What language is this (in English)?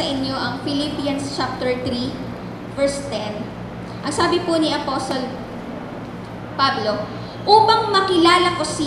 Filipino